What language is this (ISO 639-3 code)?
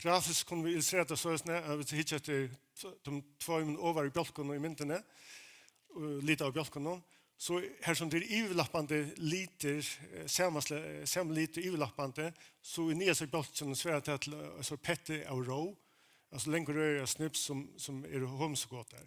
fao